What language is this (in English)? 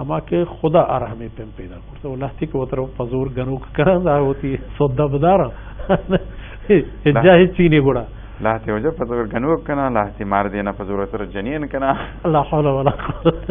Baluchi